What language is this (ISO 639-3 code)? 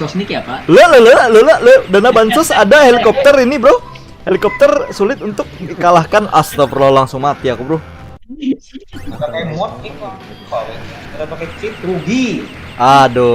bjn